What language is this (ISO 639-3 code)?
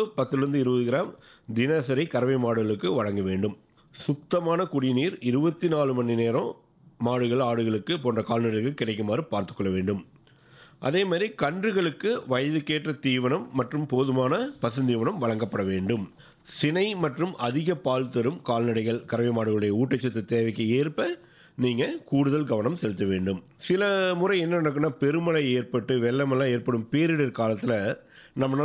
tam